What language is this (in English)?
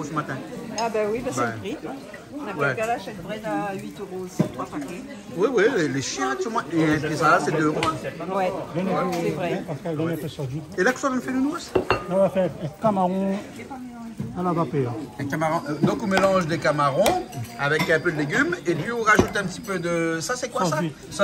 Réunion Creole French